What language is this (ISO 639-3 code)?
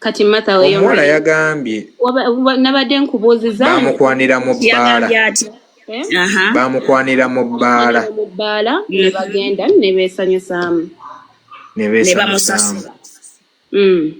lug